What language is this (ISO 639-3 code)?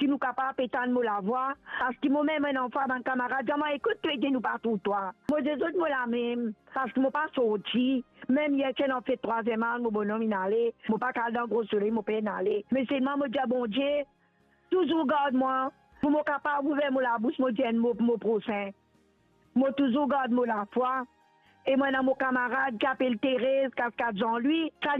mfe